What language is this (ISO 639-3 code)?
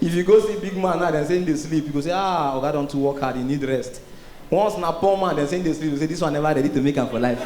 pcm